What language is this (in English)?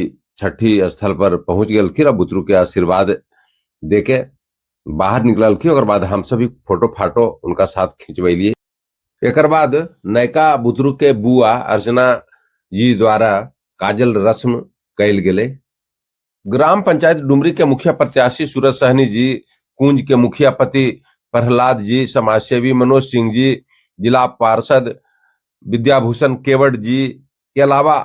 Magahi